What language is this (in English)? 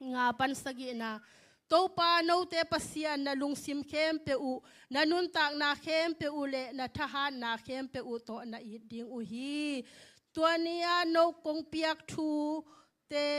Tedim Chin